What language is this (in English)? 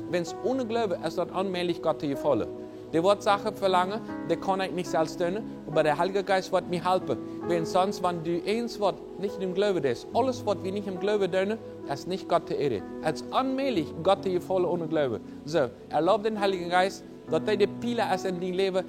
Plautdietsch